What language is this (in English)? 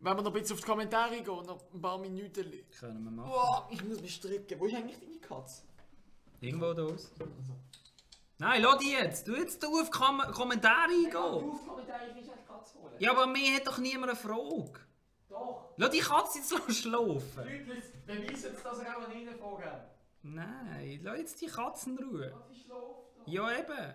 Swiss German